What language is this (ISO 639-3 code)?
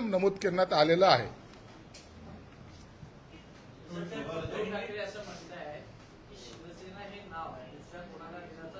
mar